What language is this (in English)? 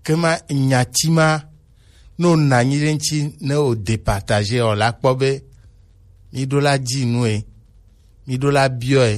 Gen